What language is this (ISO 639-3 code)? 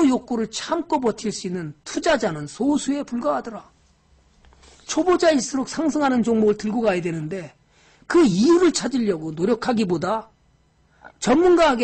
kor